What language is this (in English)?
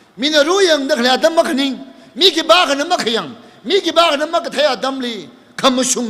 Tangkhul Naga (India)